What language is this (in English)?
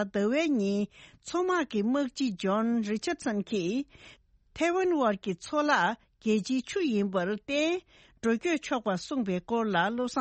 Tibetan